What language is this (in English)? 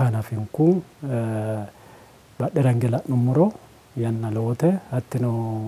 Sidamo